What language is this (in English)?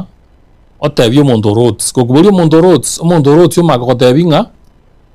Gusii